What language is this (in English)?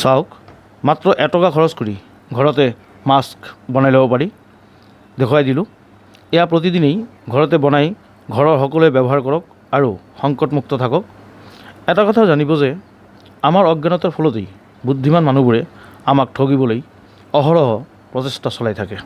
Assamese